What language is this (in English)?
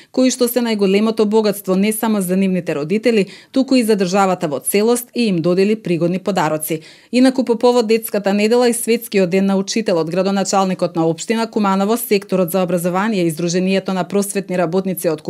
Macedonian